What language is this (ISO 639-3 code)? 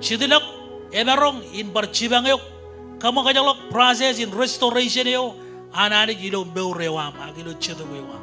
mah